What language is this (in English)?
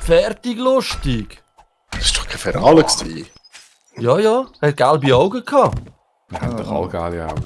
Swiss German